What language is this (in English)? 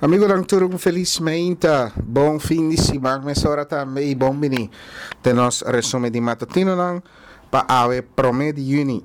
Papiamento